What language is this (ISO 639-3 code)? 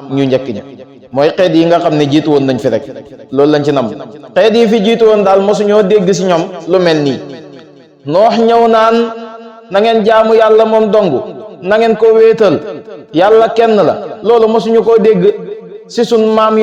wol